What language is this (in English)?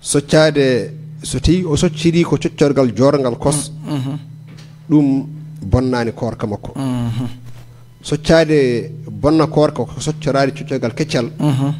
Fula